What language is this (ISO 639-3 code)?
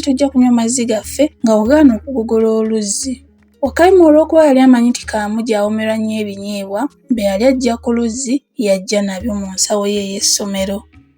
lug